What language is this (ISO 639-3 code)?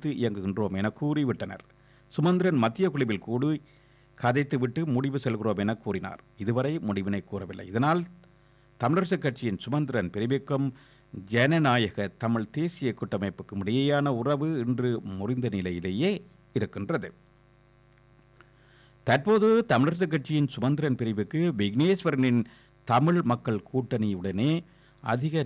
tam